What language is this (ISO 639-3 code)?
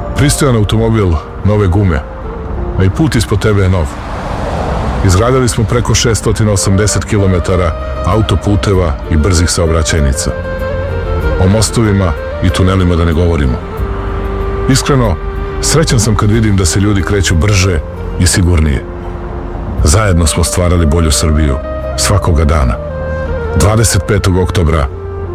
srp